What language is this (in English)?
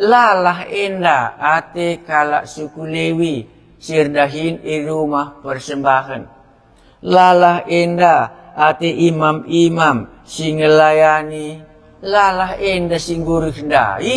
Batak Karo